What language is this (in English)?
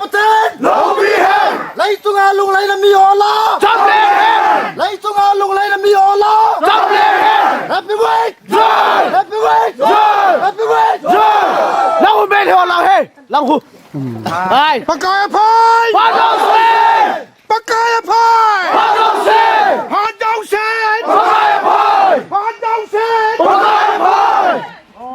Hmar